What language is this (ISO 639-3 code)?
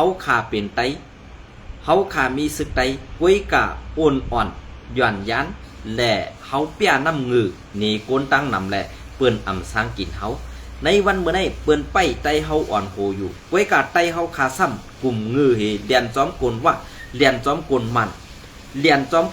shn